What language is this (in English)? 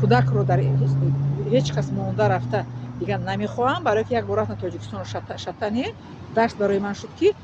Tajik